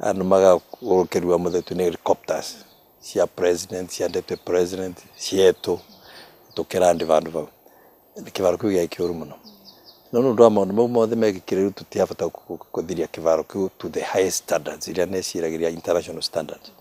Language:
Meru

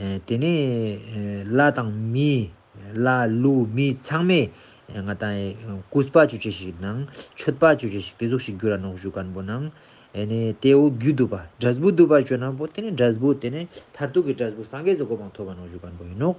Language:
Ladakhi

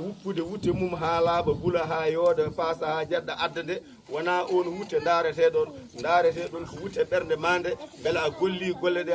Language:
Fula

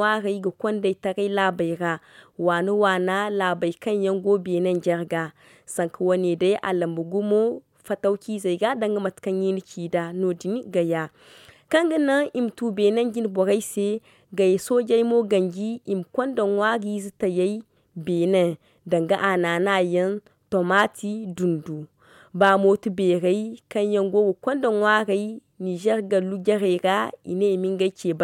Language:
Zarma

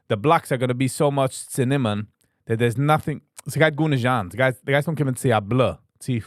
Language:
Yiddish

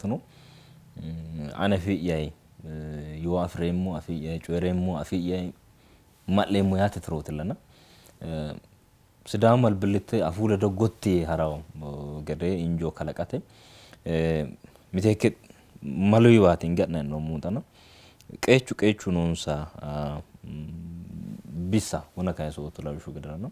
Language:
Sidamo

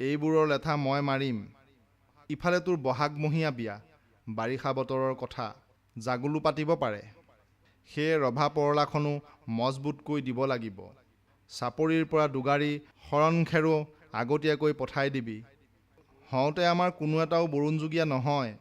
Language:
Assamese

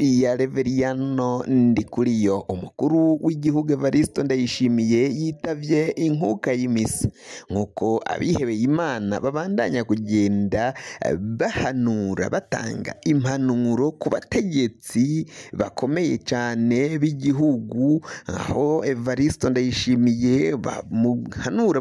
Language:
Rundi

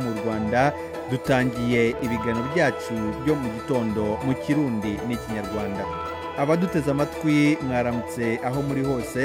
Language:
Kinyarwanda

